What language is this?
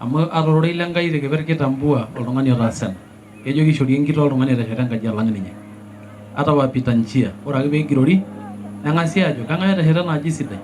Masai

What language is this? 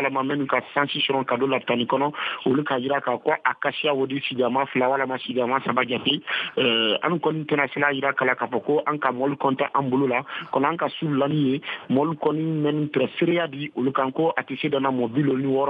Bambara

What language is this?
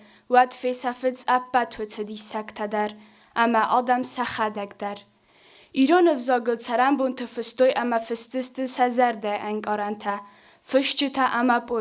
Ossetic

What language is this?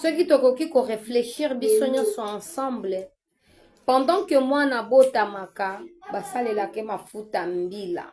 Lingala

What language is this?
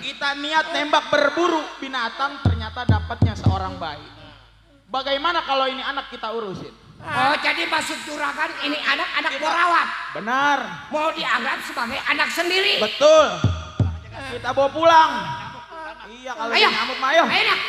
Betawi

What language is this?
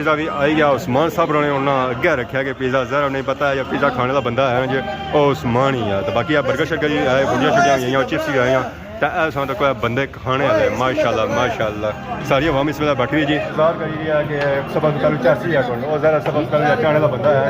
Pahari-Potwari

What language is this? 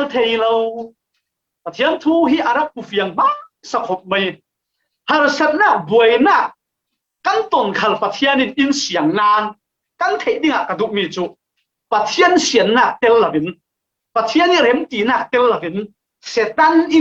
Falam Chin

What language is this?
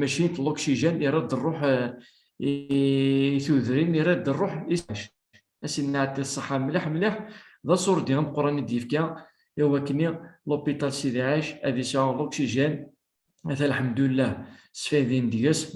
Kabyle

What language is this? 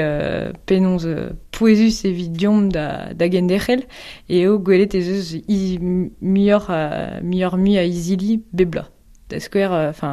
Breton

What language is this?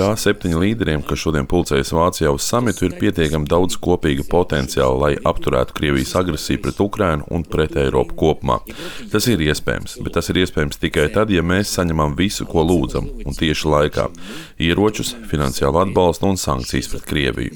Latvian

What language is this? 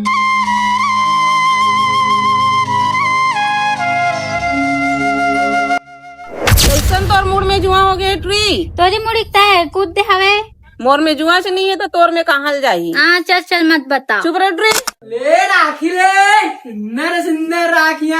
Chhattisgarhi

